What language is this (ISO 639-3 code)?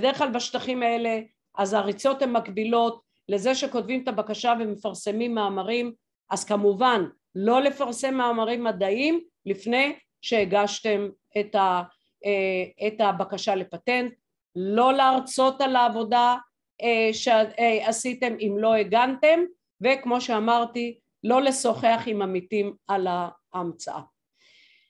heb